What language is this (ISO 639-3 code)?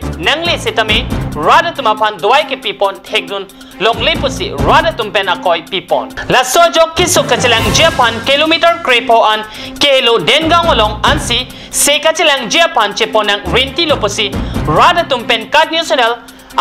mjw